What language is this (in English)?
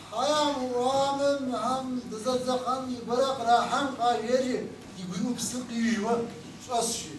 Kabardian